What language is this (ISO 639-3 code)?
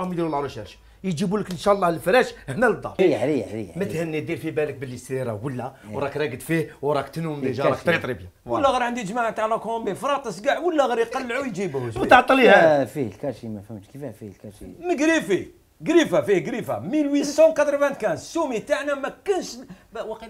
arq